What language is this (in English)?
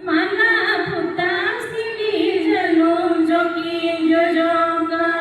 Santali